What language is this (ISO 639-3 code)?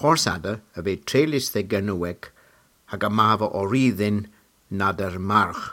cor